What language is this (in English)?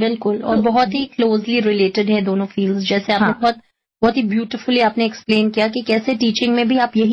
Hindi